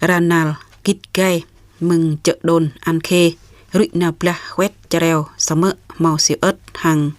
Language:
Jarai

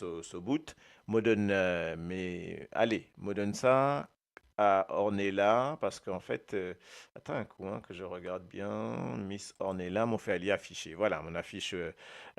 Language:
Morisyen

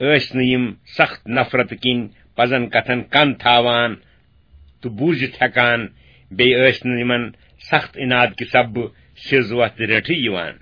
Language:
Kashmiri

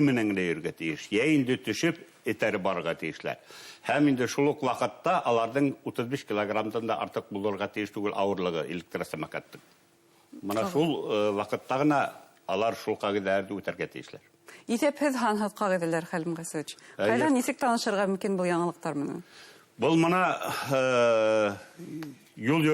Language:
Bashkir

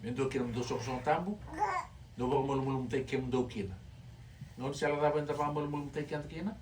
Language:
Fijian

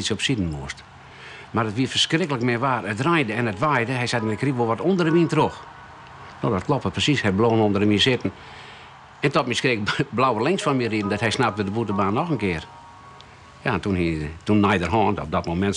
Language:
Western Frisian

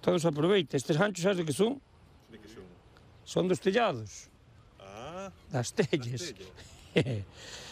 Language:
Galician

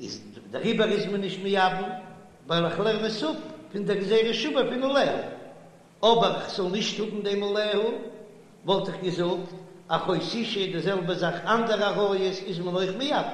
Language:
Yiddish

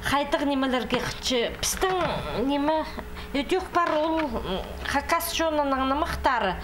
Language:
Khakas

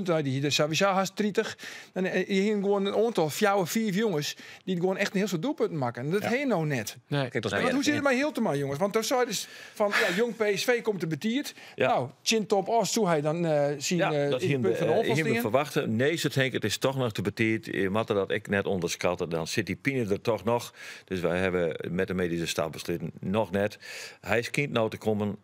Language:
Western Frisian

